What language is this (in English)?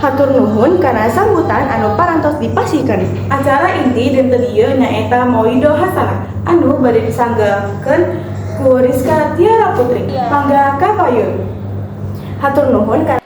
Sundanese